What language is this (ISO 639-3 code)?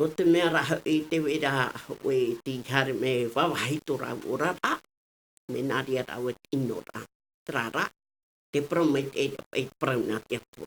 tah